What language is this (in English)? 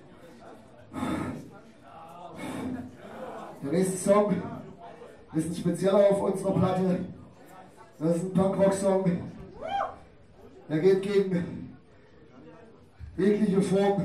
German